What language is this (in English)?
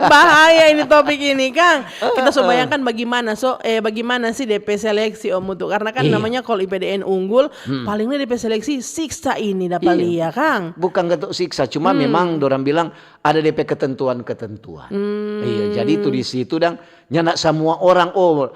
Manado Malay